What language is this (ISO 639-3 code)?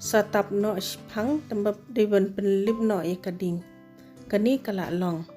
kha